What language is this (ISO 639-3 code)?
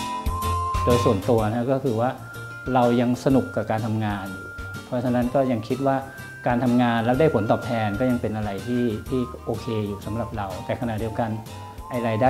tha